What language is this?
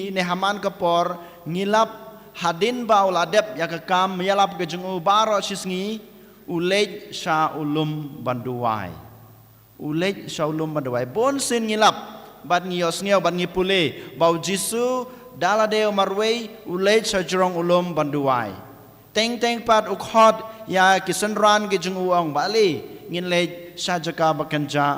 Khasi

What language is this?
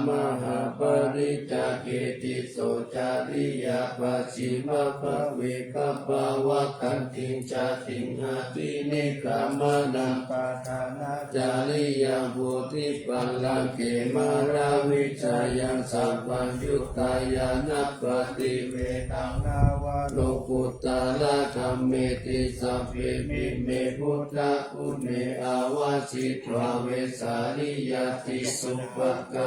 Pali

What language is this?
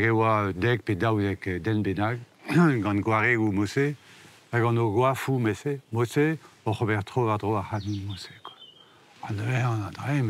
Breton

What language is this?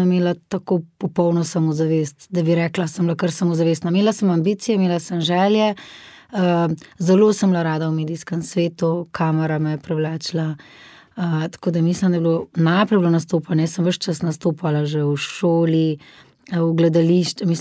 Slovenian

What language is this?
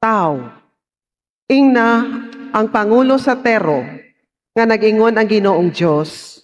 Cebuano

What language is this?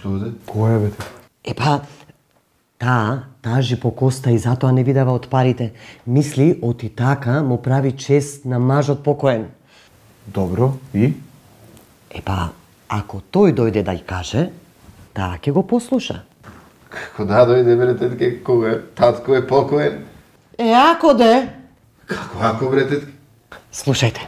Macedonian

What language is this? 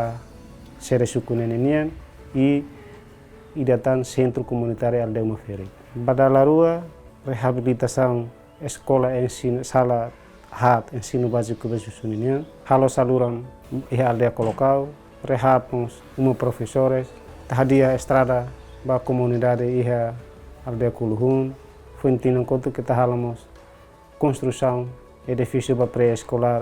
Tetum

